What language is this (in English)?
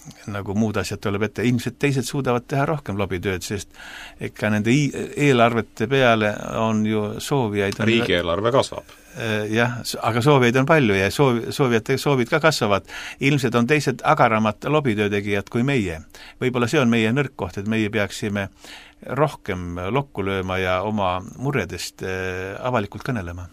Estonian